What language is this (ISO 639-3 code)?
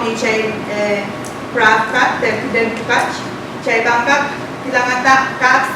pon